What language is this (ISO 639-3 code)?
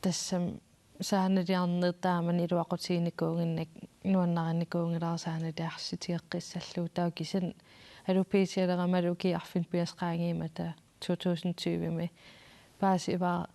kal